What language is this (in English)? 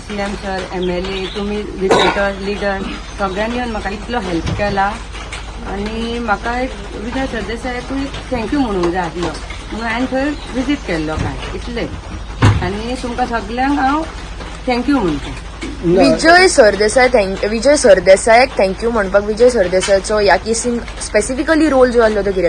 Konkani